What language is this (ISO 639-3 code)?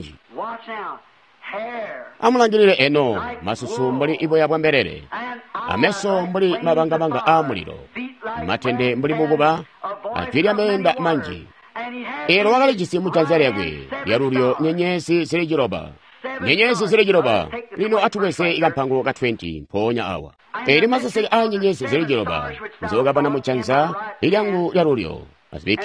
toi